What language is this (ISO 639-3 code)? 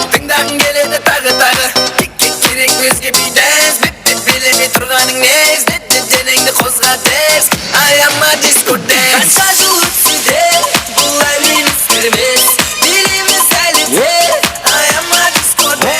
kaa